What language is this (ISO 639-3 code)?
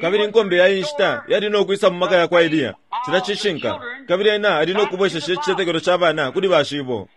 bem